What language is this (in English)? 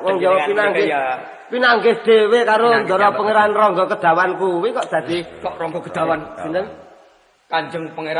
Javanese